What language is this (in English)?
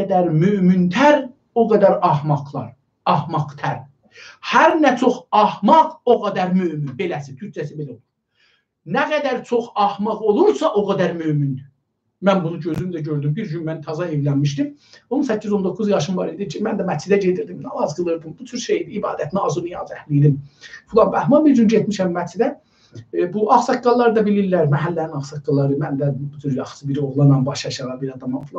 South Azerbaijani